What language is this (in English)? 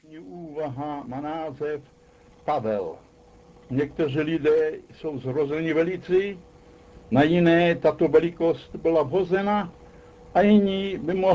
Czech